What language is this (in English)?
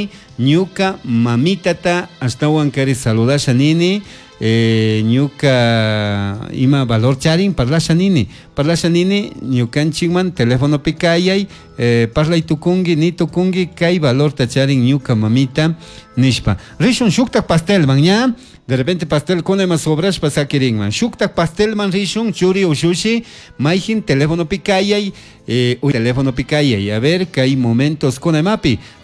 Chimborazo Highland Quichua